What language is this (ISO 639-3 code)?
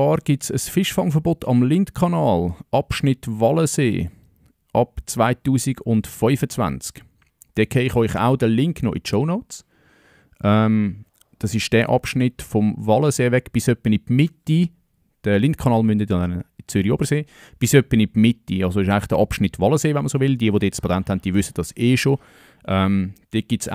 gsw